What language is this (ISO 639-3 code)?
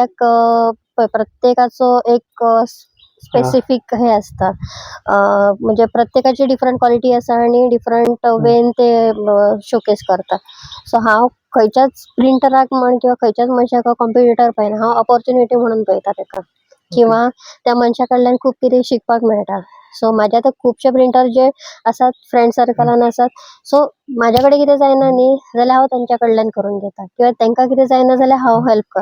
kok